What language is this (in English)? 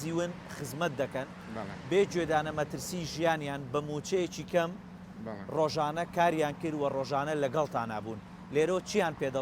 Central Kurdish